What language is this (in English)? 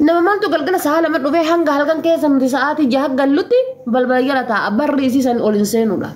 Oromo